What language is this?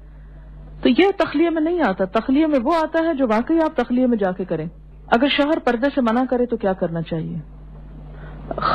Urdu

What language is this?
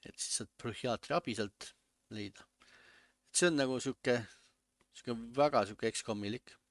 Estonian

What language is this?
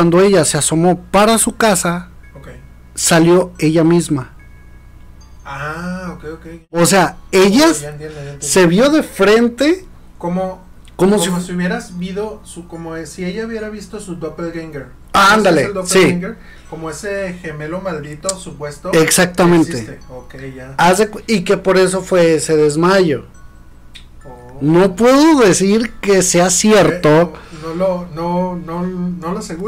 Spanish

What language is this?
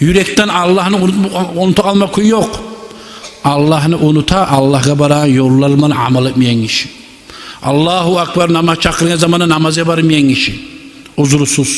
Kumyk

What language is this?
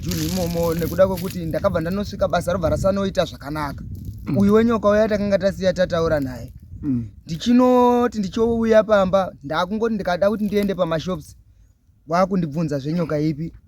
Shona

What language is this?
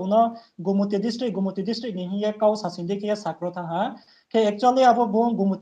Riang (India)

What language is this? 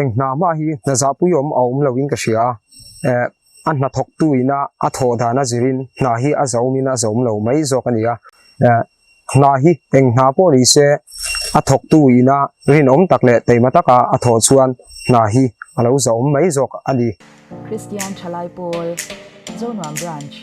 Mizo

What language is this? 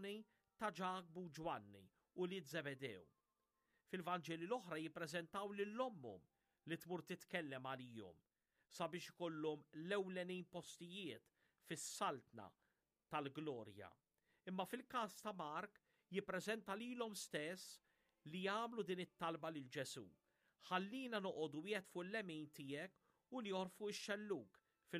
Maltese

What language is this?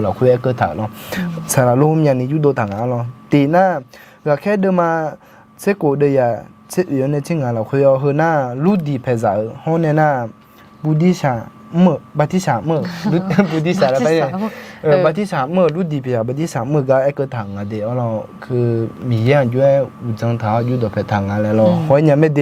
Akha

